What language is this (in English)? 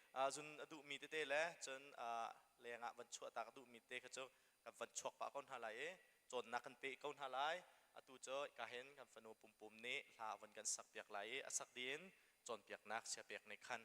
Hakha Chin